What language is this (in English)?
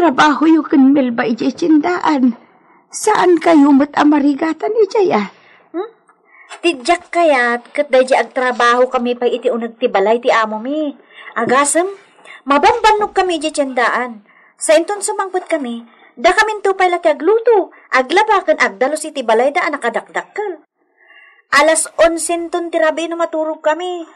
Iloko